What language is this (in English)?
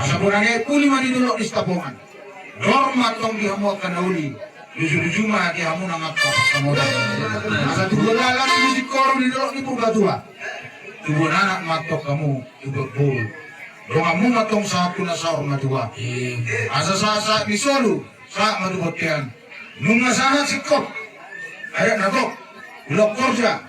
Batak Toba